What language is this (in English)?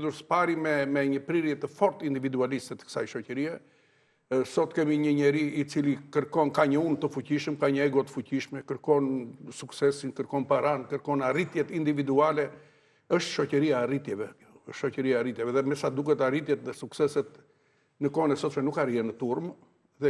Albanian